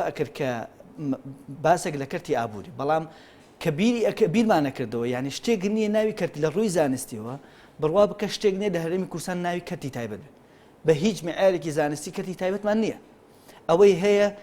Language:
Central Kurdish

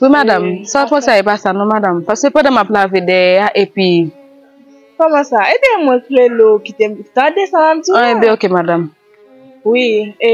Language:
Haitian Creole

